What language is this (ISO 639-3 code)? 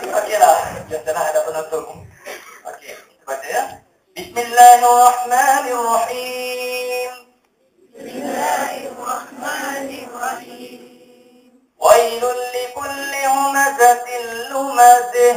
msa